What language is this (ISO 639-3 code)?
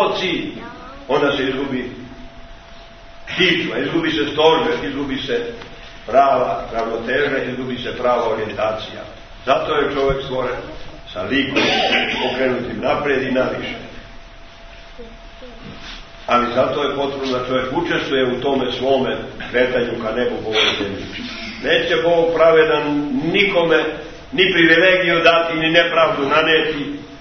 srp